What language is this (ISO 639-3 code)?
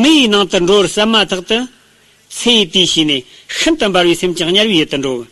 bod